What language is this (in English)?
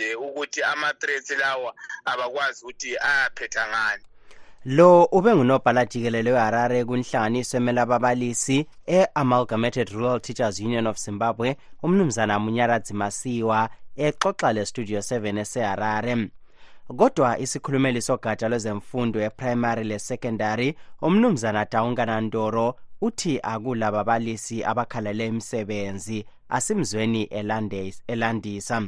North Ndebele